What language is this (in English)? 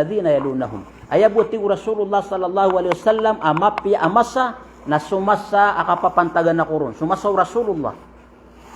Maranao